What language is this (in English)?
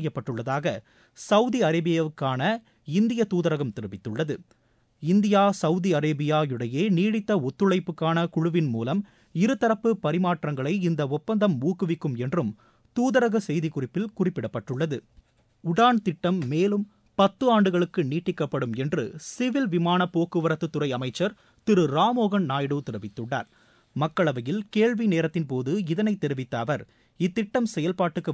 Tamil